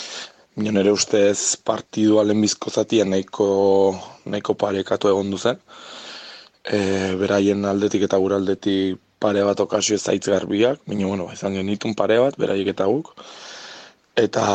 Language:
Basque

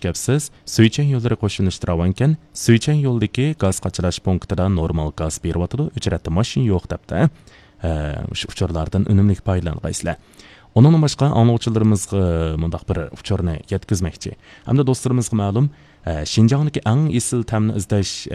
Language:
Uyghur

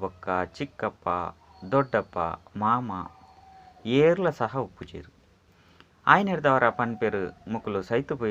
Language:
Tulu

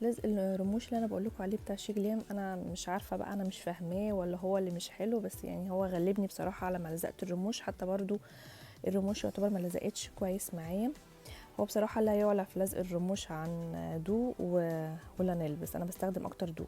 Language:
Egyptian Arabic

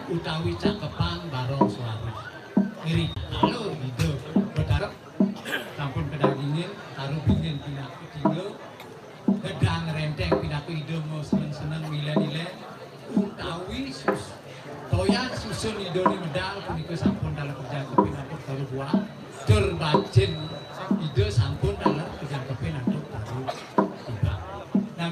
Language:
Balinese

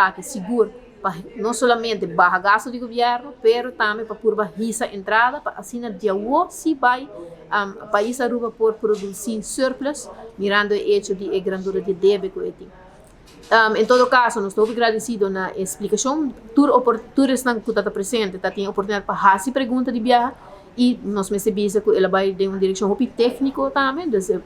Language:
Papiamento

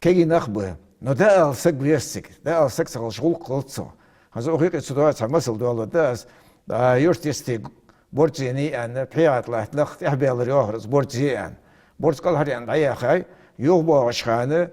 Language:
Ingush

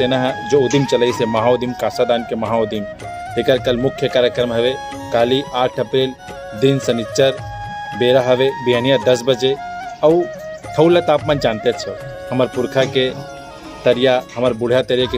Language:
Chhattisgarhi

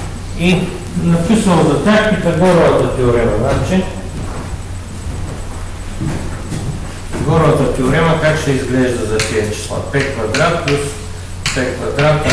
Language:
Bulgarian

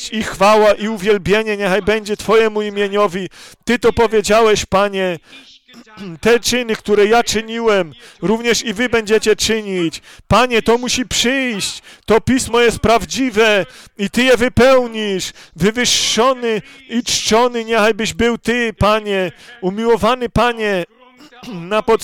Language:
Polish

